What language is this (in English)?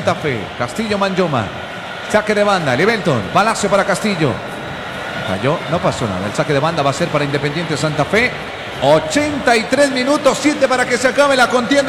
Spanish